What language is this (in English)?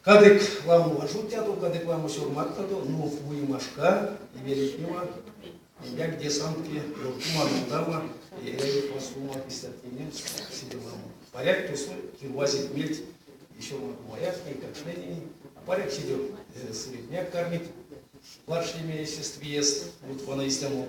Erzya